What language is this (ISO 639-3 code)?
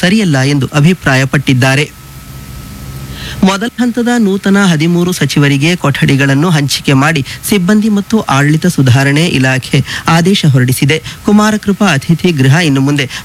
kan